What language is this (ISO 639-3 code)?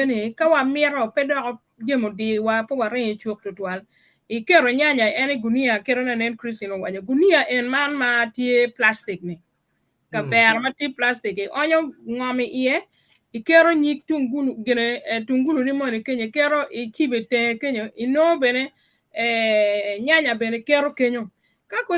ach